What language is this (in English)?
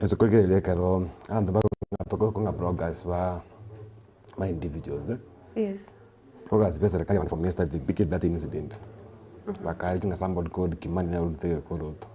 Gusii